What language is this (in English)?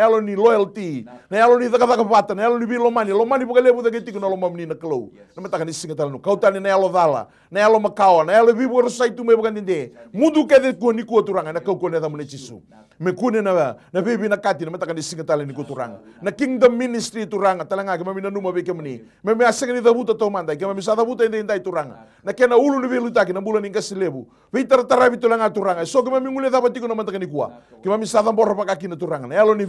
Fijian